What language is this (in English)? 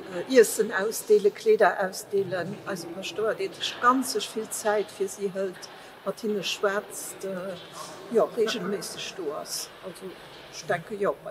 Luxembourgish